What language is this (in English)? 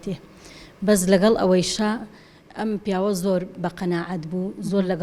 Central Kurdish